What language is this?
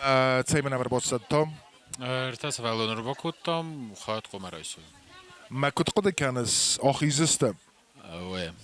Ossetic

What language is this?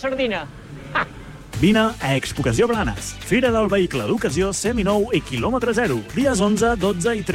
Catalan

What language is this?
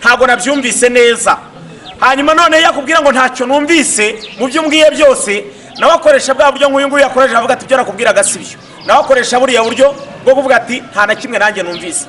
Kinyarwanda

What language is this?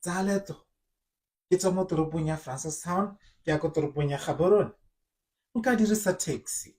Tswana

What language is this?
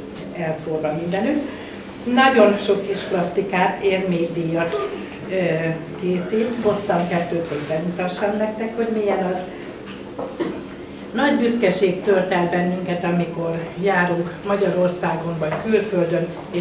Hungarian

